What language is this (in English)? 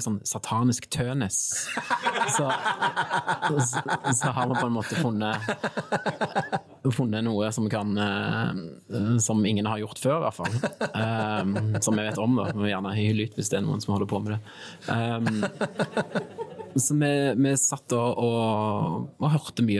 Norwegian